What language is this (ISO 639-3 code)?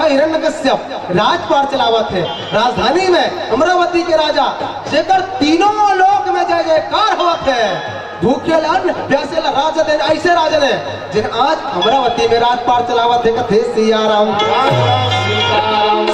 hne